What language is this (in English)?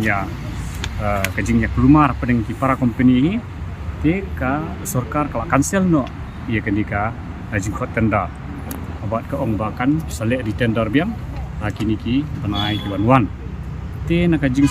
Khasi